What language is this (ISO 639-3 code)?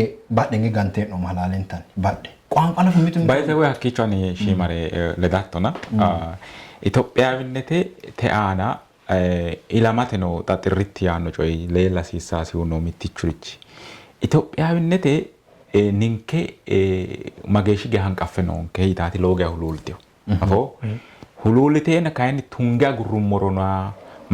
sid